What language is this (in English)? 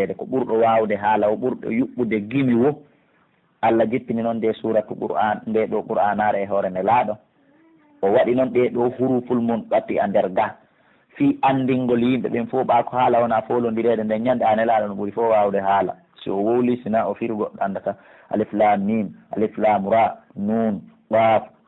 Pular